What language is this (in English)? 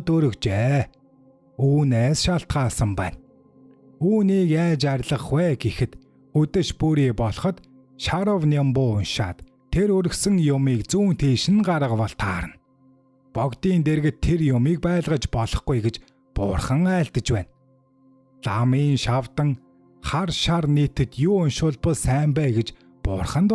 Mongolian